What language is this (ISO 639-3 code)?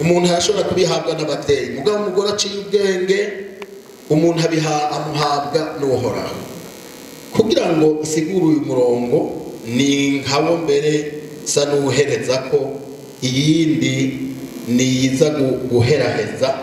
run